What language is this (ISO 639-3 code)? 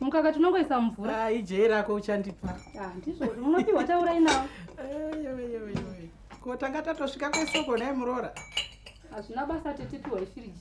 sna